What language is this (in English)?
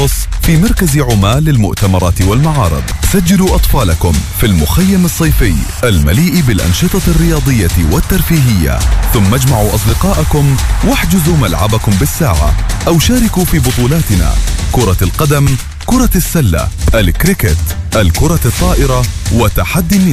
Arabic